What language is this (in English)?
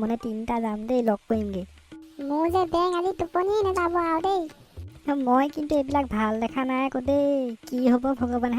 Assamese